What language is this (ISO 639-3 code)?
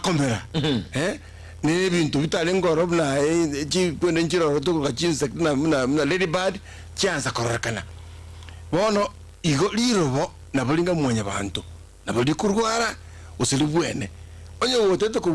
guz